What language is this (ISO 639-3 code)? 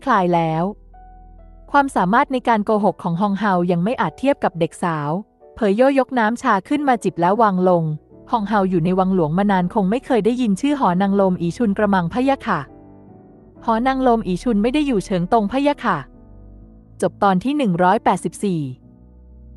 tha